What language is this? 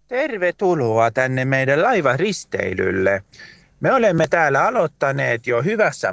Finnish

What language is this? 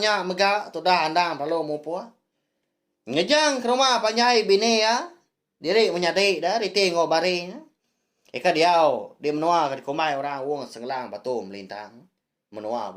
Iban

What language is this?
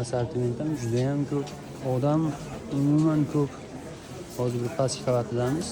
Uzbek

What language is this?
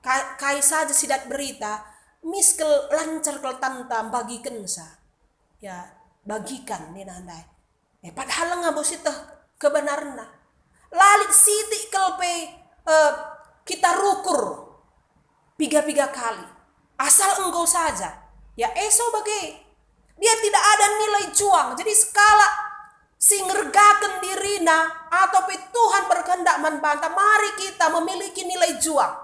Batak Karo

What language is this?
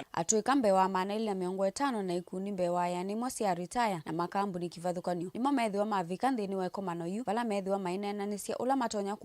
Kamba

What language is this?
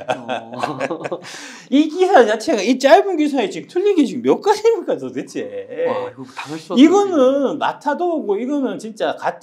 Korean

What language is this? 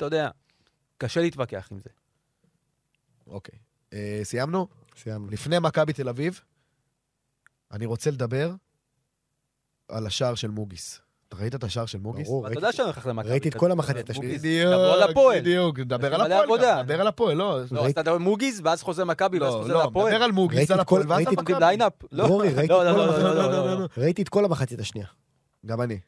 Hebrew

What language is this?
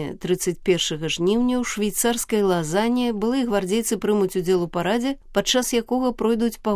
Belarusian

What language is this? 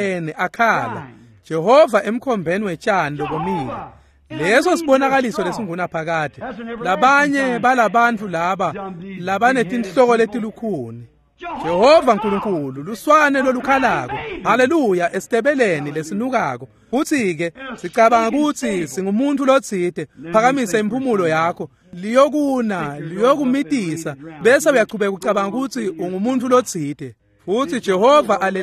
Swati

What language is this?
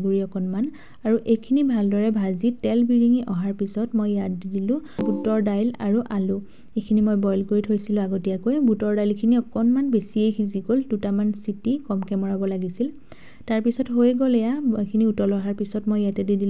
Assamese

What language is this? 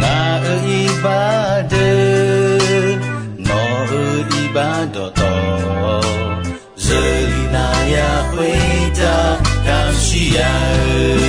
Akha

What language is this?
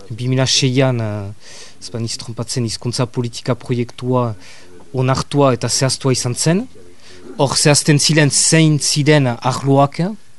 Basque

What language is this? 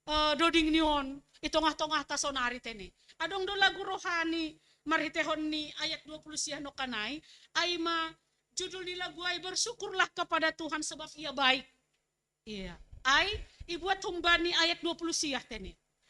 Batak Simalungun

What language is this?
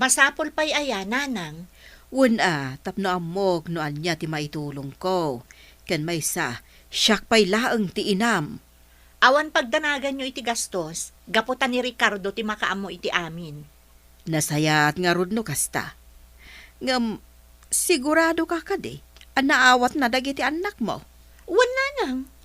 Iloko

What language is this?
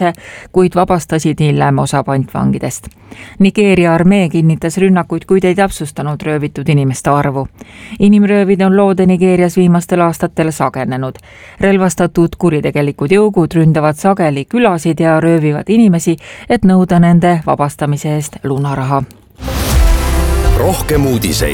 Estonian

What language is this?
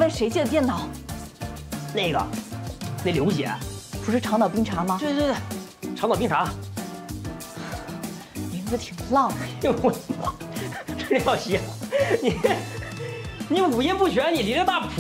Chinese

